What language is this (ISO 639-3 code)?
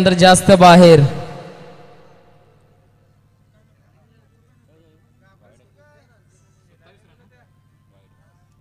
mar